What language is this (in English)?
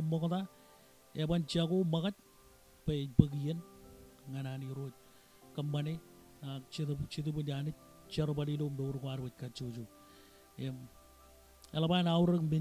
Marshallese